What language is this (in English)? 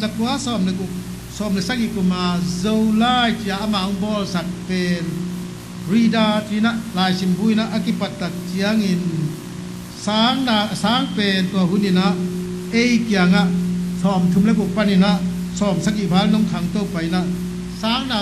Tedim Chin